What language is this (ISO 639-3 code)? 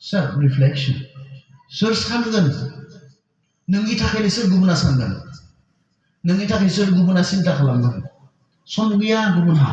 brx